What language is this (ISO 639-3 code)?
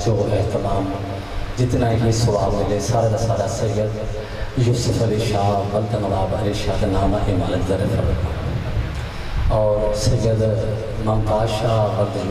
urd